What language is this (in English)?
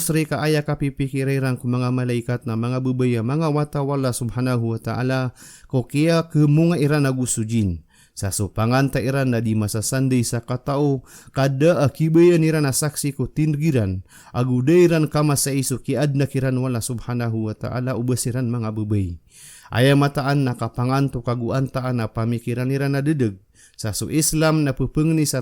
Maranao